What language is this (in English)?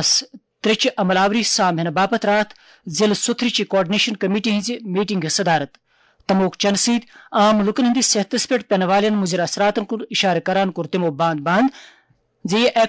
Kashmiri